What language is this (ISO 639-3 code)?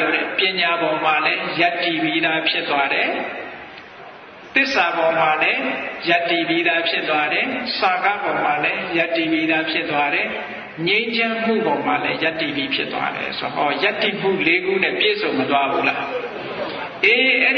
mya